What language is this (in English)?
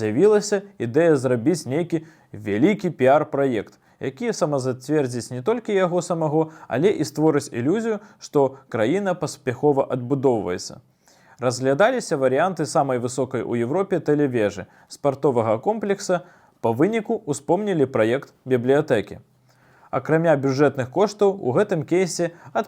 Belarusian